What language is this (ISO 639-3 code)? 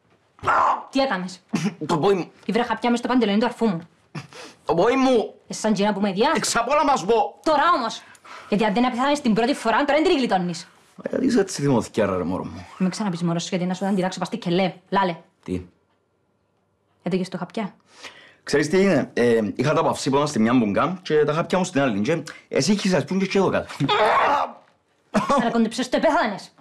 ell